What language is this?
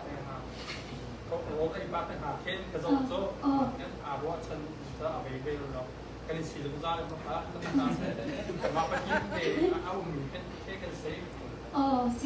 Hakha Chin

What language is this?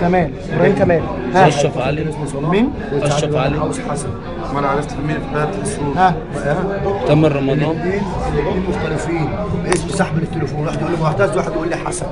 Egyptian Arabic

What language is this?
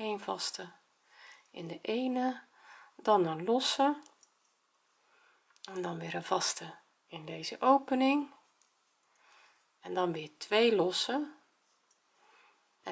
Dutch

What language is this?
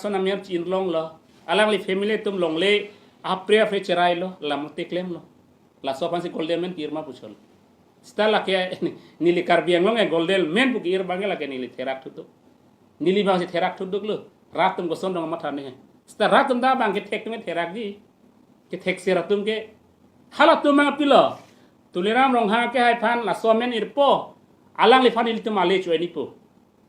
Karbi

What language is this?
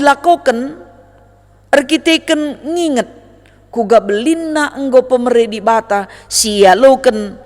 Batak Karo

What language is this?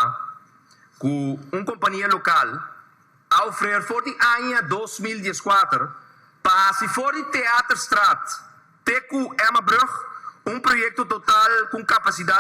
Papiamento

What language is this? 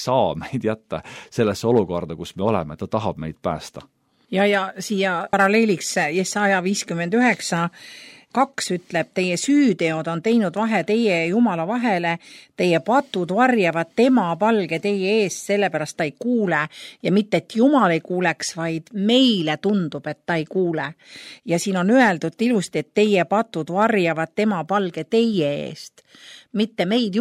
Estonian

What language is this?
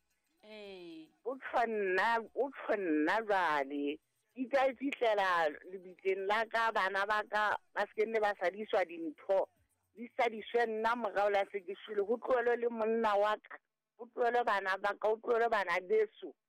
Southern Sotho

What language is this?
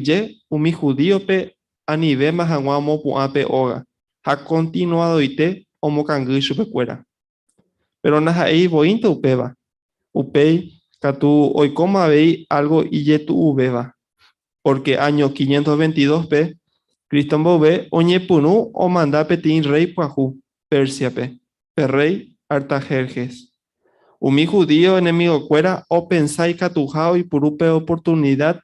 Guarani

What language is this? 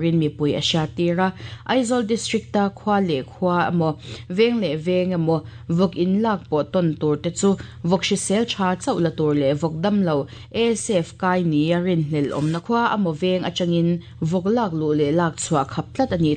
Mizo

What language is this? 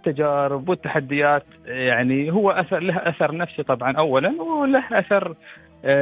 Gulf Arabic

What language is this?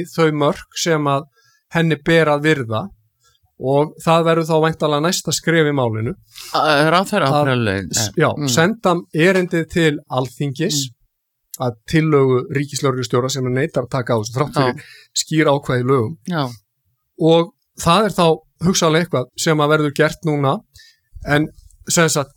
Icelandic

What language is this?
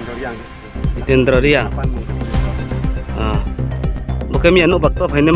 Riang (India)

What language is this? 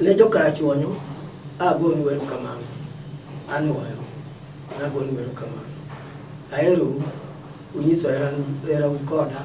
Luo (Kenya and Tanzania)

